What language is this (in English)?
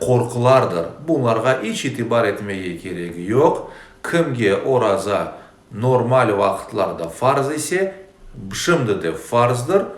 Crimean Tatar